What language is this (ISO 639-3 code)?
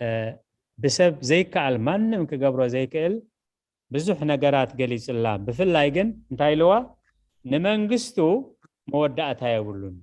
tir